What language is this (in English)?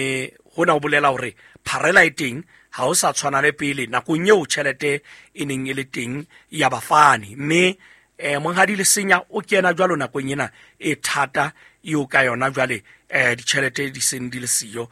Southern Sotho